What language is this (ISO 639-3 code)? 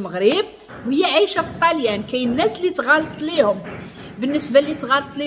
ary